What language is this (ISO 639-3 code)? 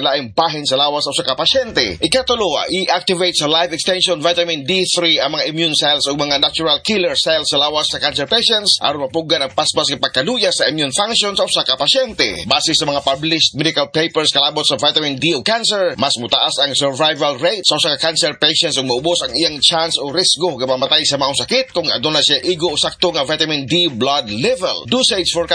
ceb